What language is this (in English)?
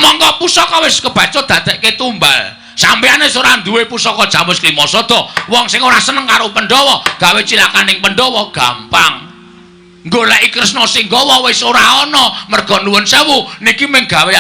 Javanese